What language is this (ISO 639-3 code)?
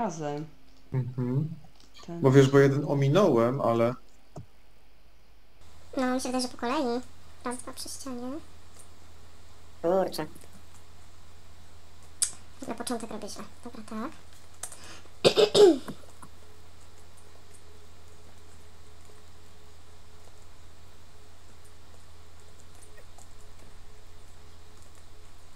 pol